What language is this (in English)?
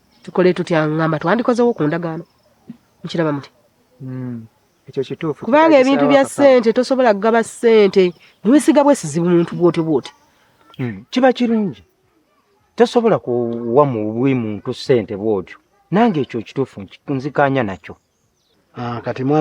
Ganda